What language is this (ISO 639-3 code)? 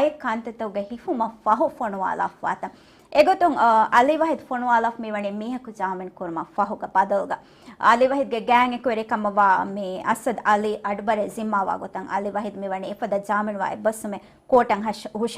div